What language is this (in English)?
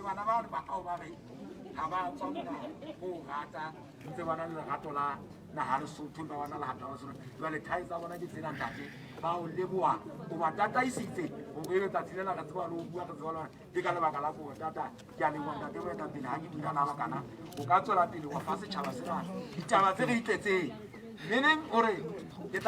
Southern Sotho